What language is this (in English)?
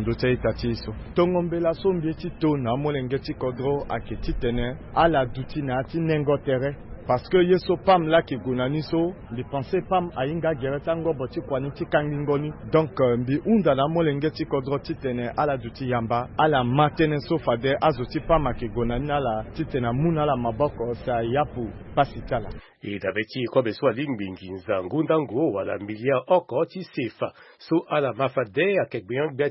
Sango